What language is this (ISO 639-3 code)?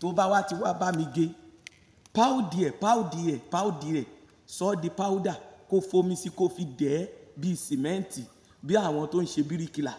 yor